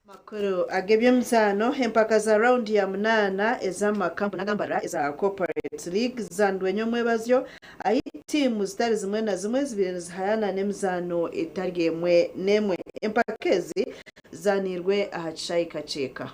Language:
Nyankole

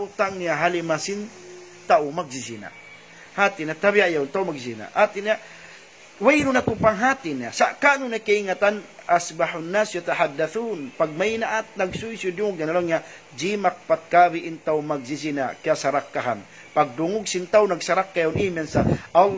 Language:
Tausug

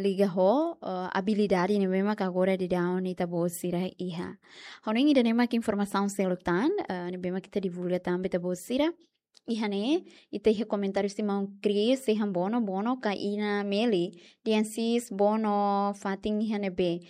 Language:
Tetum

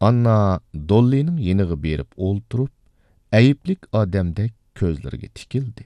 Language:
Uyghur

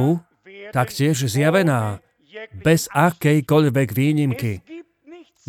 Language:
Slovak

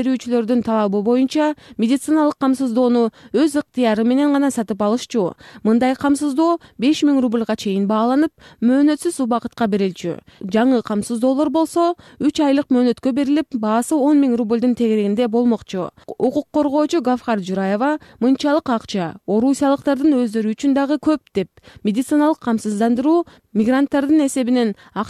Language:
Kyrgyz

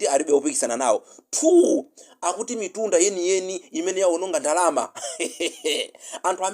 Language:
Nyanja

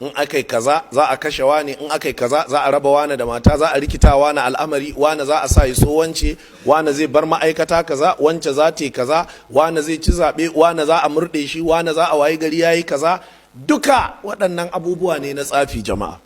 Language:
Hausa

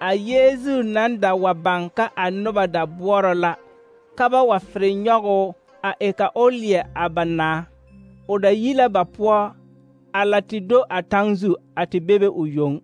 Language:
Southern Dagaare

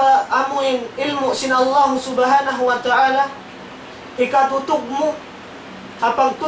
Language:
Tausug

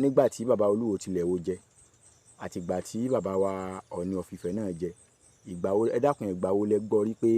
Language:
Yoruba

